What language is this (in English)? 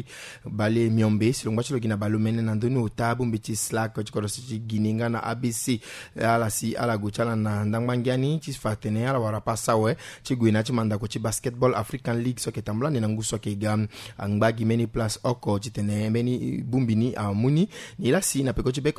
Sango